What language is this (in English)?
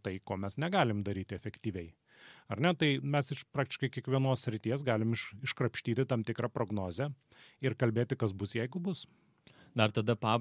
Lithuanian